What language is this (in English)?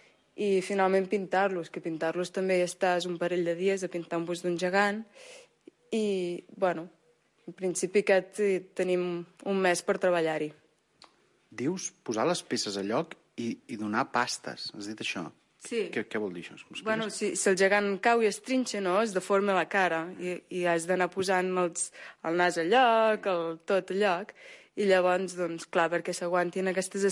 Catalan